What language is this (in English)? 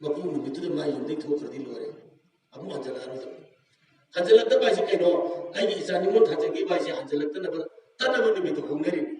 Manipuri